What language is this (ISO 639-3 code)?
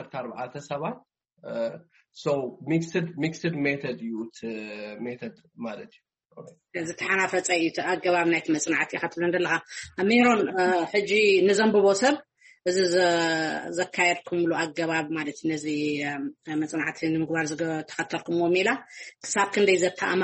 tir